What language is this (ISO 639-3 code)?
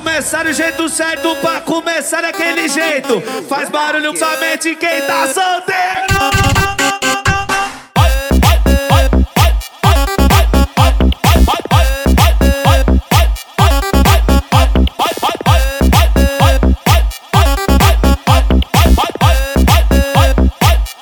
por